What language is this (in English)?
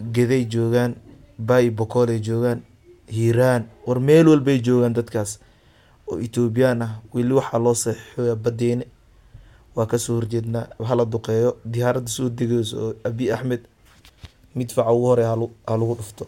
Somali